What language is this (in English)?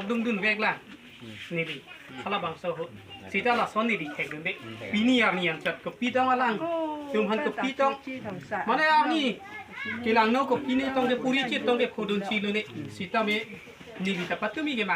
Karbi